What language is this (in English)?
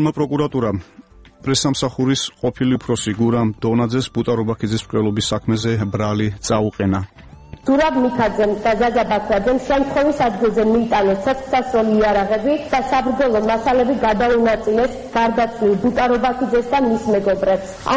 Georgian